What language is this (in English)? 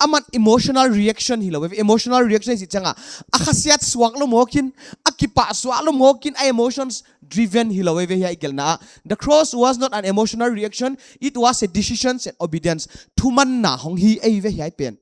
Paite Chin